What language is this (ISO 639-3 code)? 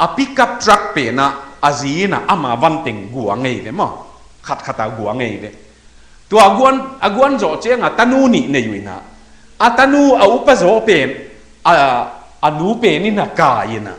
ctd